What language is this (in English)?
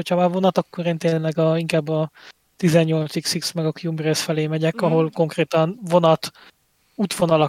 Hungarian